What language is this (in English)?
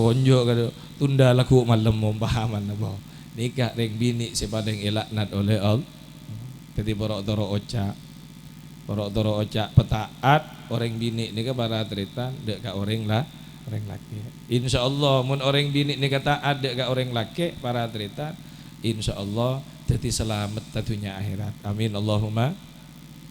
Madurese